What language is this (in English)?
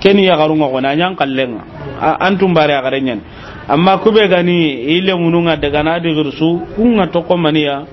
Soninke